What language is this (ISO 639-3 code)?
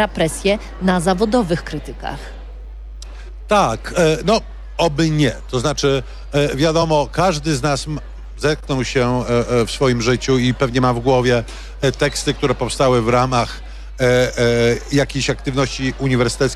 pol